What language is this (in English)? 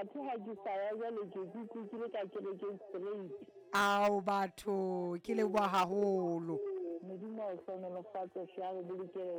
Southern Sotho